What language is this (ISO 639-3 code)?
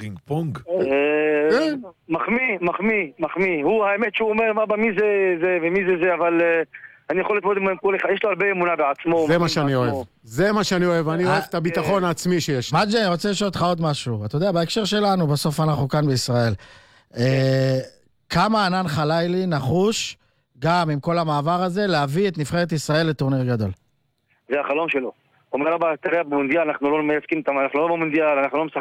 heb